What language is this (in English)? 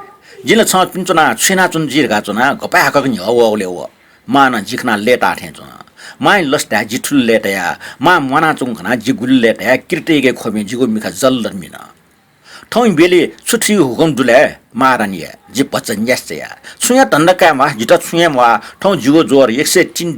Newari